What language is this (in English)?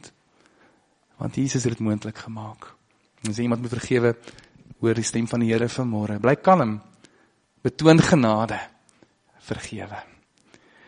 Afrikaans